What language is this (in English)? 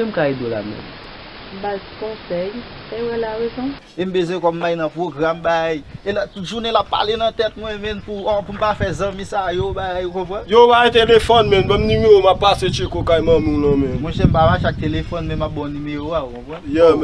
Haitian Creole